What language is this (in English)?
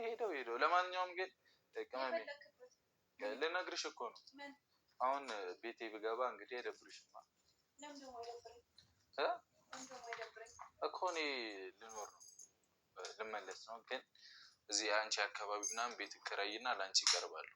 Amharic